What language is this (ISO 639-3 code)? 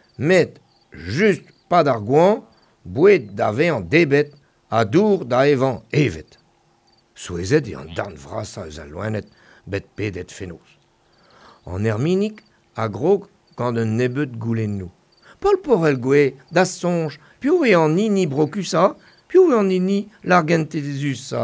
bre